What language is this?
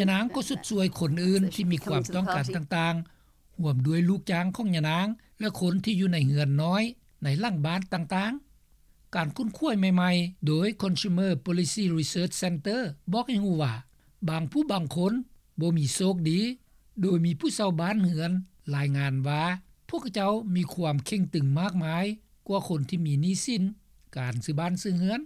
Lao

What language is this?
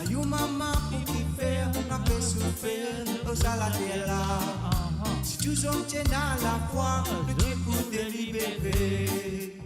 Morisyen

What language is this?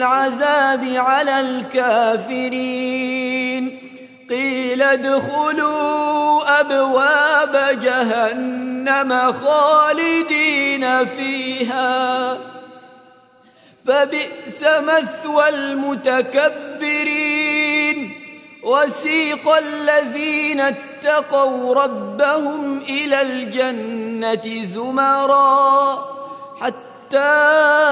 Arabic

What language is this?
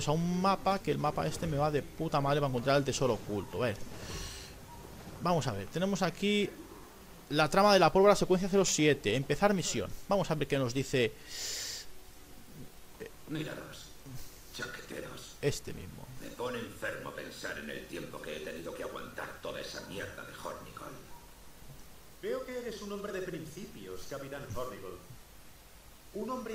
Spanish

